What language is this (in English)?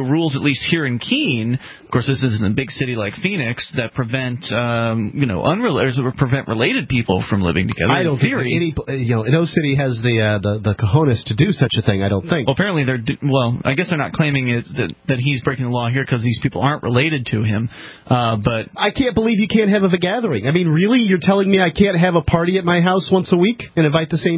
English